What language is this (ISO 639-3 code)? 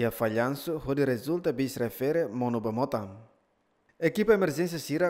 tet